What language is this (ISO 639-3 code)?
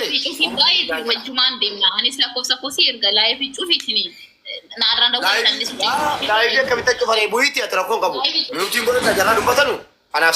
orm